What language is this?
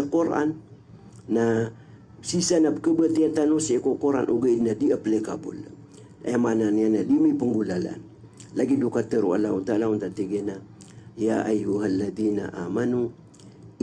Maranao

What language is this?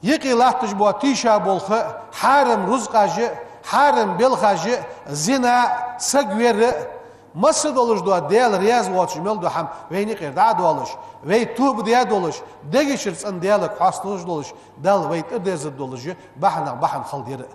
Ingush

